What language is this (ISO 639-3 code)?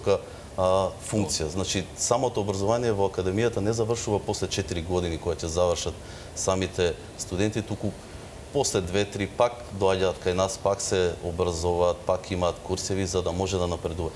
mkd